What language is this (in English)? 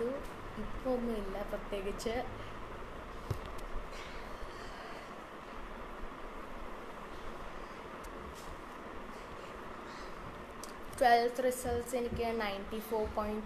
Malayalam